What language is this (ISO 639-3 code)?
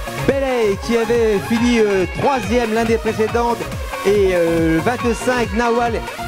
fra